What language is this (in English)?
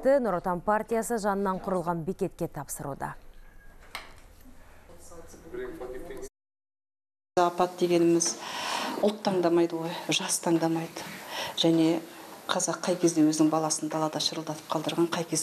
Kazakh